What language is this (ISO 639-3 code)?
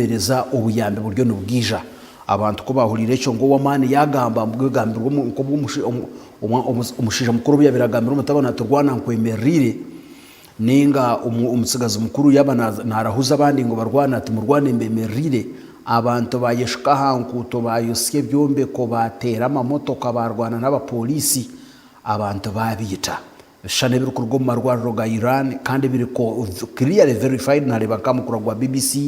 nyn